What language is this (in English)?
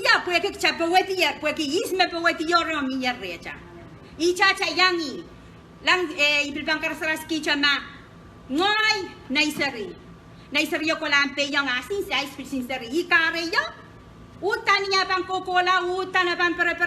Pohnpeian